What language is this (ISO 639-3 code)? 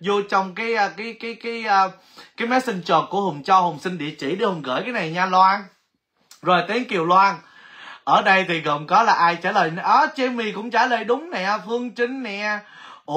vie